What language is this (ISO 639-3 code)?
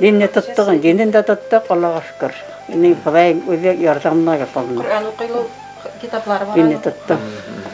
bak